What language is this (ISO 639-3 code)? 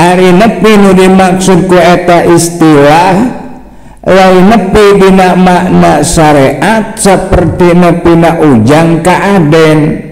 sun